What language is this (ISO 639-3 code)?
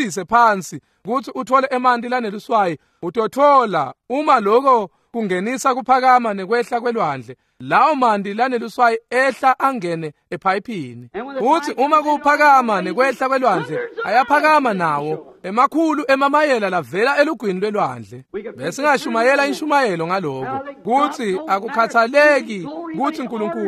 ssw